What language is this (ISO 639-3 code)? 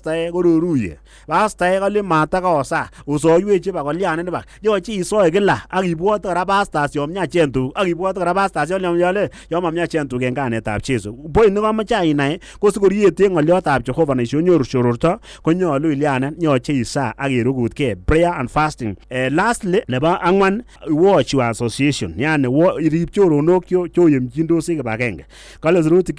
kln